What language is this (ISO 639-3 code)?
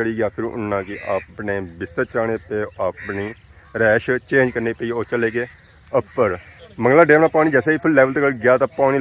phr